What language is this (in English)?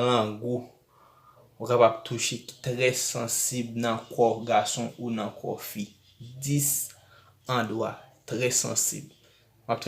Haitian Creole